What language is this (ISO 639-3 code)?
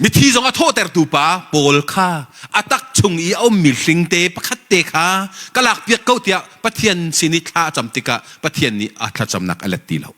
cnh